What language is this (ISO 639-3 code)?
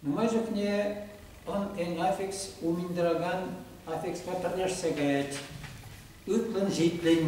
chv